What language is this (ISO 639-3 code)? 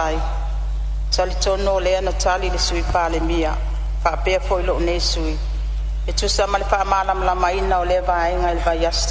smo